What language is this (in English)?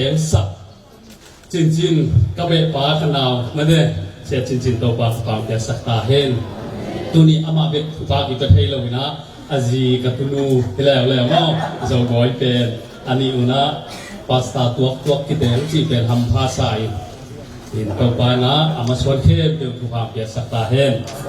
Tedim Chin